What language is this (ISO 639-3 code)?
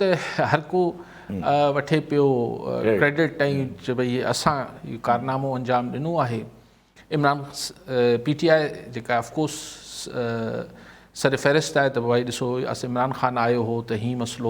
snd